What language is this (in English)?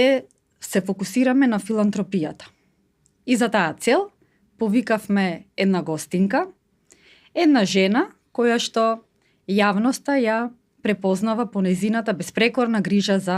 Macedonian